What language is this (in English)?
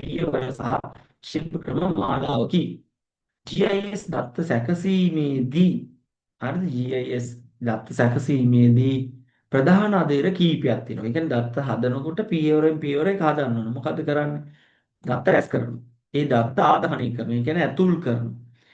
Sinhala